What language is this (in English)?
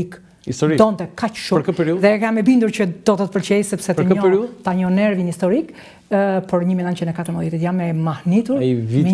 Albanian